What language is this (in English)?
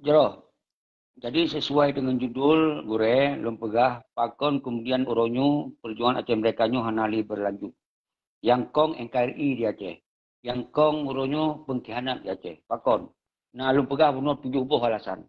Achinese